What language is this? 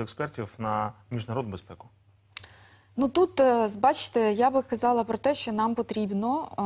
Ukrainian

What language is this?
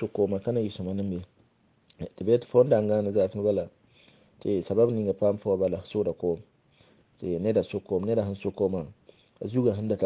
Mossi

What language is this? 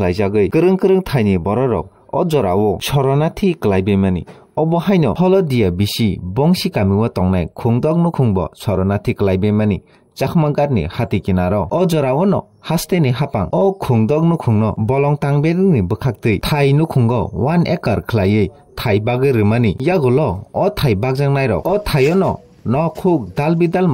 Kok Borok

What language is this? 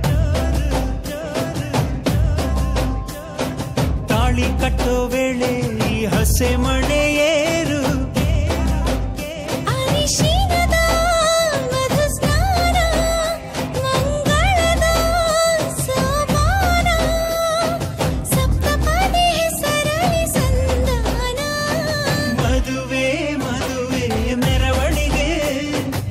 Kannada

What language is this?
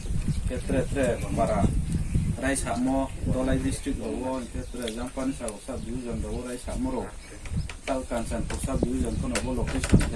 Riang (India)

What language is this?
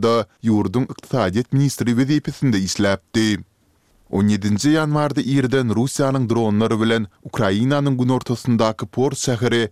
Turkmen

